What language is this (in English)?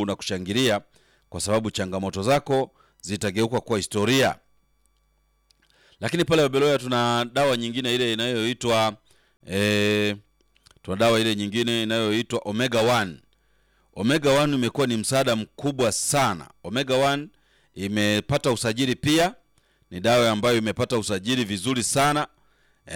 Swahili